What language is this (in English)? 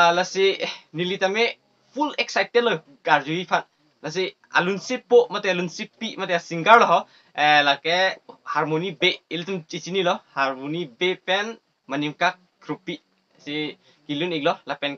Karbi